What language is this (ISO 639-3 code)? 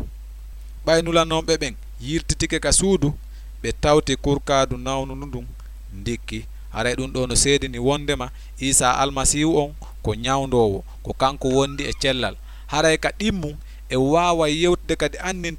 ful